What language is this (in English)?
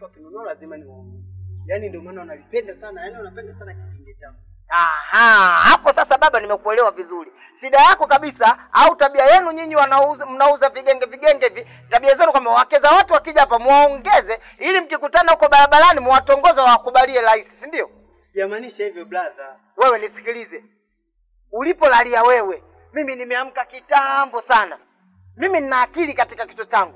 Swahili